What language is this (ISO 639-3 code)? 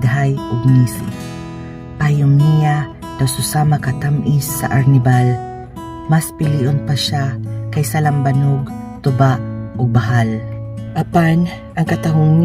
ceb